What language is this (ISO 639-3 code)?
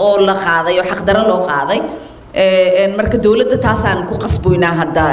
som